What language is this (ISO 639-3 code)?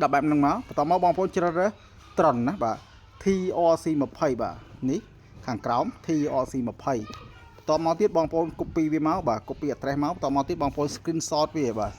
khm